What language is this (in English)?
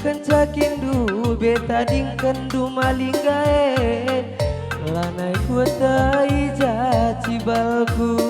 Batak Karo